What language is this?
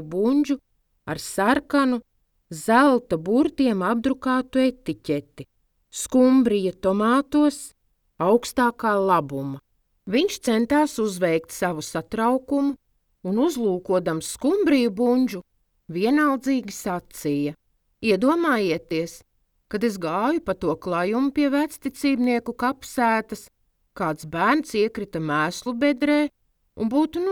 Latvian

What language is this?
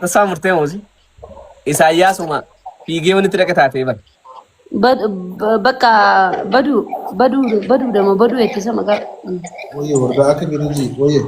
Oromo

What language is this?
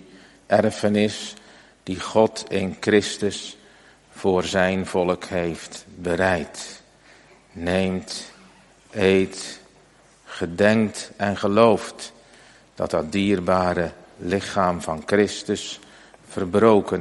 Dutch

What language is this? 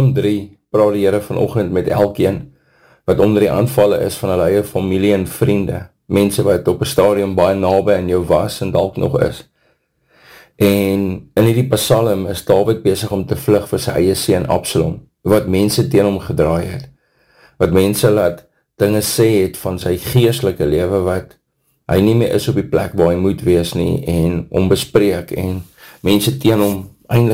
Afrikaans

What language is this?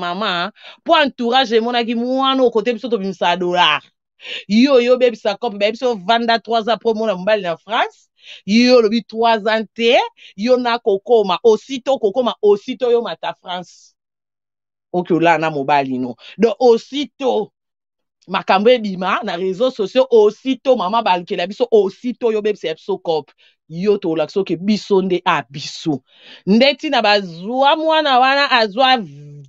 Lingala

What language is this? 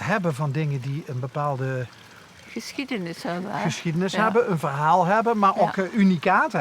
Limburgish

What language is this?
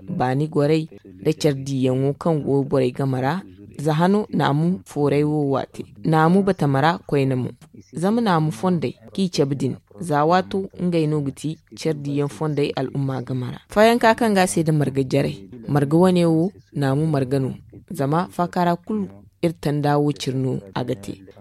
Zarma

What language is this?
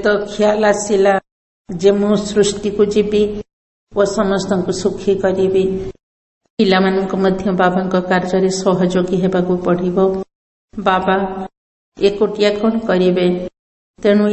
Odia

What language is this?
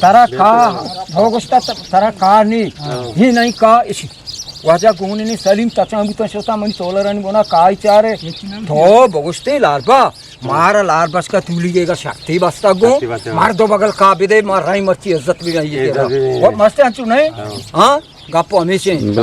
Eastern Balochi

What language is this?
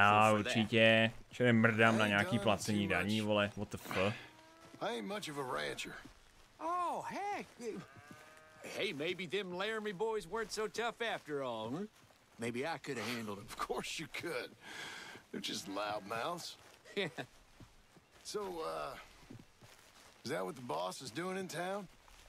Czech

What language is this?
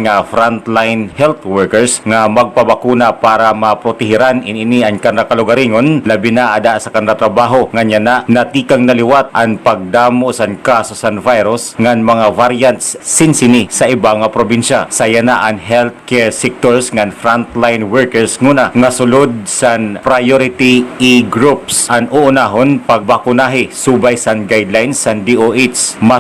Waray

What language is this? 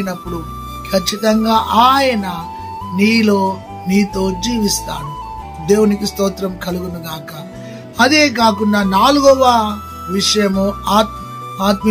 Telugu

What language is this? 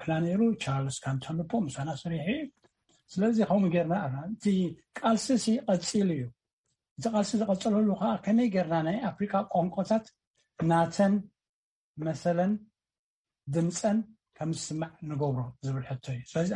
Tigrinya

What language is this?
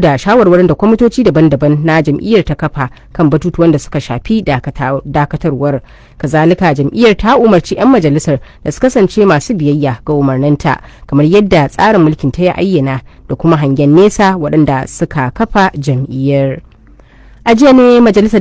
Hausa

